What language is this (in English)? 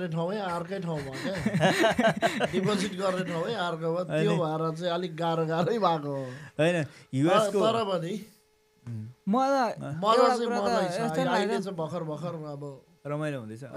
Nepali